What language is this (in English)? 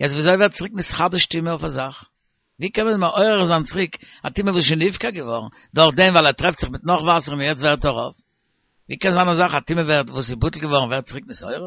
Yiddish